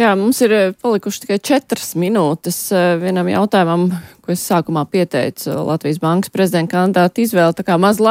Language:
Latvian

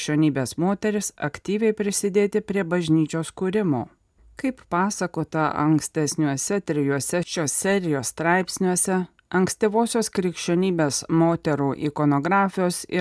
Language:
Lithuanian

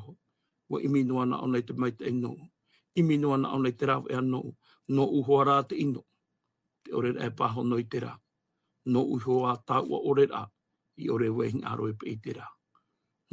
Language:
Tahitian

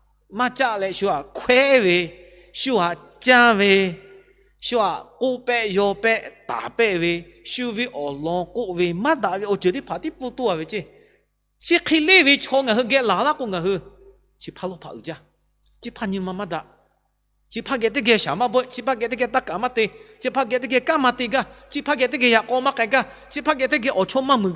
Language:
Lahu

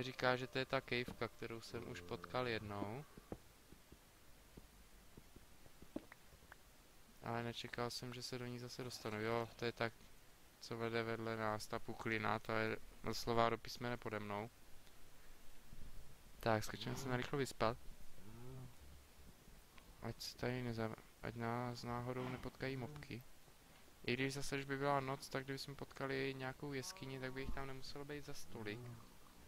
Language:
Czech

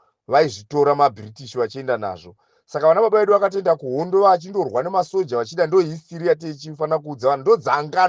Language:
Shona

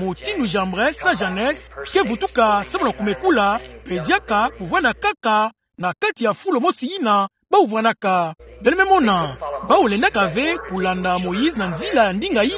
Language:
Kituba (Democratic Republic of Congo)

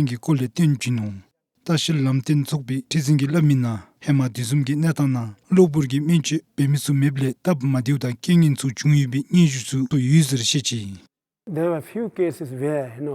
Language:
Dzongkha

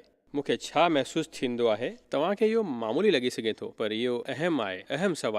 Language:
Sindhi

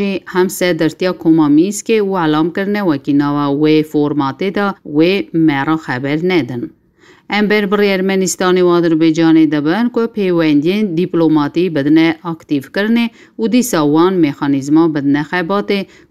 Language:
Kurdish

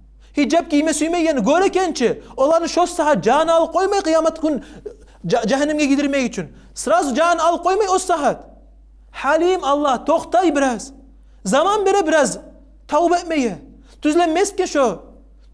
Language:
Kumyk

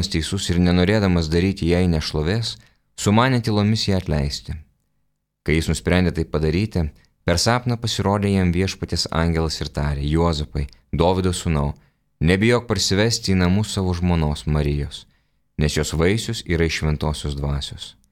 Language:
Lithuanian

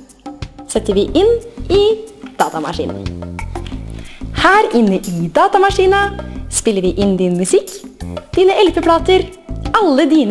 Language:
Norwegian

